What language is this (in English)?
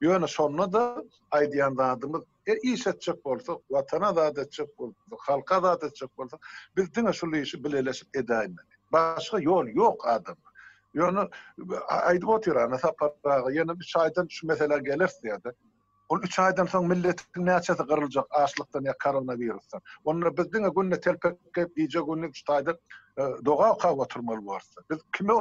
Turkmen